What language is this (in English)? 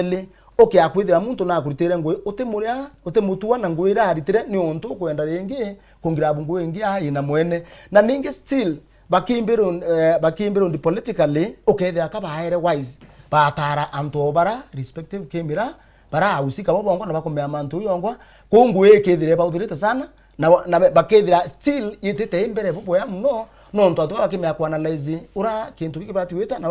Meru